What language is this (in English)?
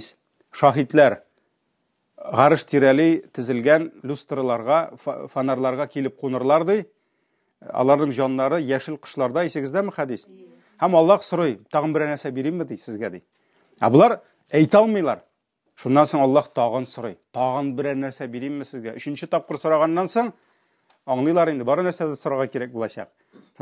Tatar